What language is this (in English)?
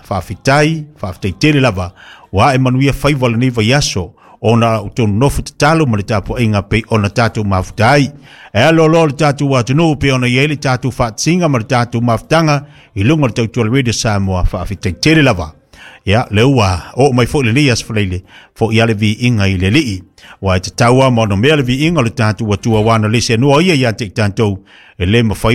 Samoan